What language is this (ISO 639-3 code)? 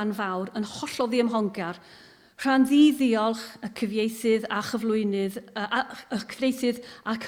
cym